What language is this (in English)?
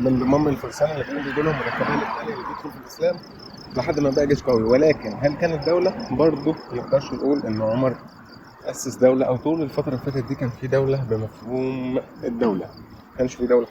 Egyptian Arabic